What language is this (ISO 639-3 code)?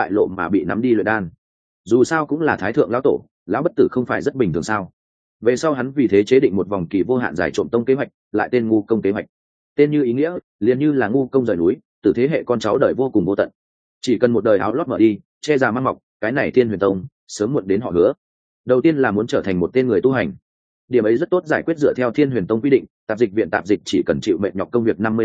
vie